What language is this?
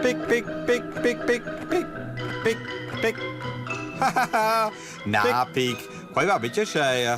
Romansh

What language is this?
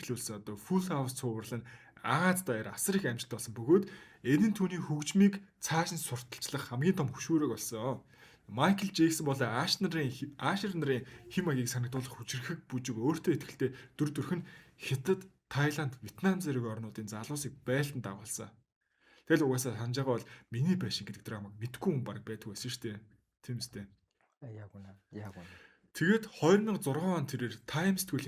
Mongolian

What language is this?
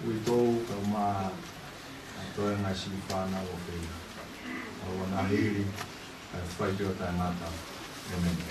Tongan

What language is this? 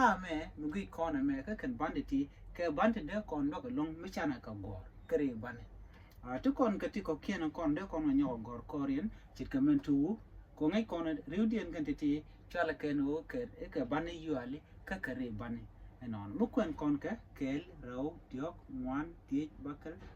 Nuer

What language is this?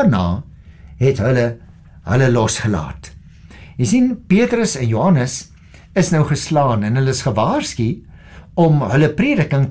Afrikaans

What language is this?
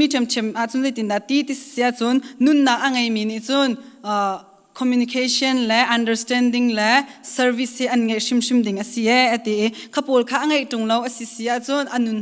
Hakha Chin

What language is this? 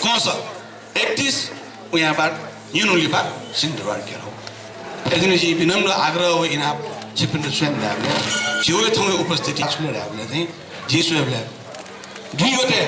Newari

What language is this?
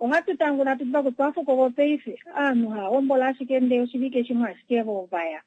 Kuanyama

